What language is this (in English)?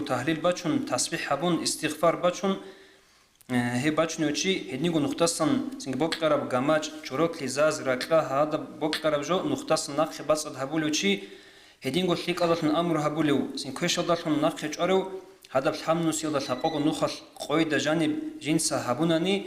Avaric